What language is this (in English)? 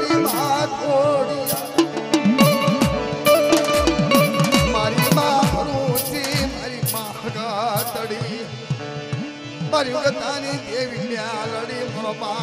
Gujarati